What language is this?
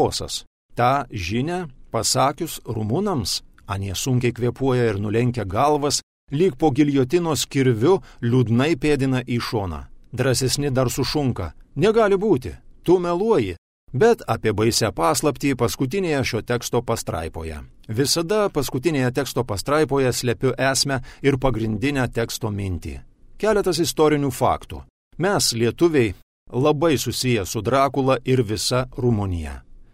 Lithuanian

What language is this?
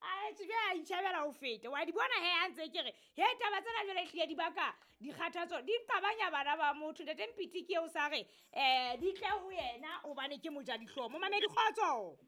Southern Sotho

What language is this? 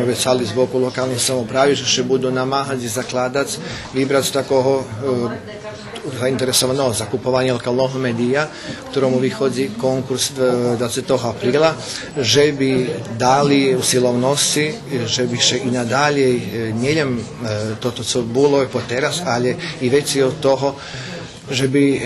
Rusyn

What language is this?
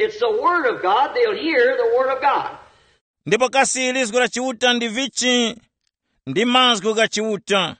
Tumbuka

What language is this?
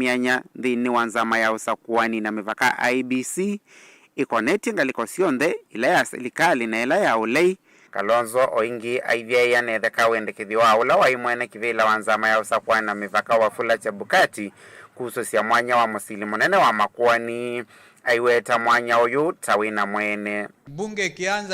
Kamba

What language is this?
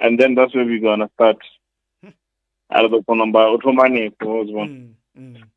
Venda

